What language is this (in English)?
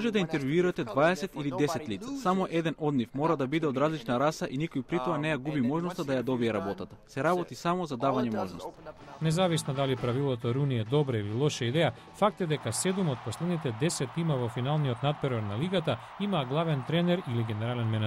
Macedonian